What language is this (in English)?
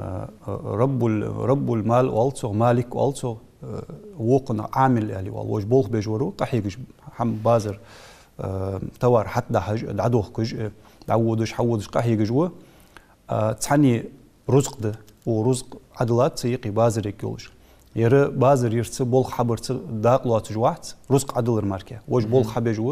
Ingush